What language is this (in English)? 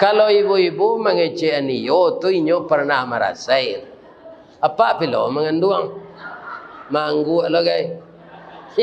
Minangkabau